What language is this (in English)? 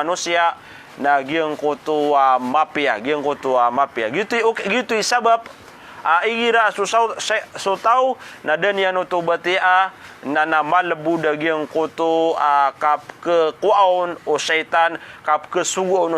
Maranao